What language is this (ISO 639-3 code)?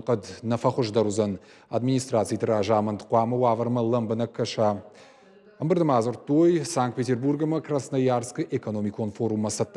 oss